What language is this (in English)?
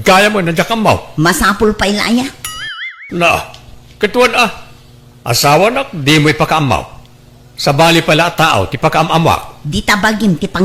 Iloko